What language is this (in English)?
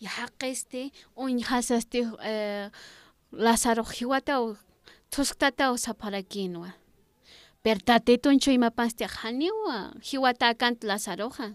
Aymara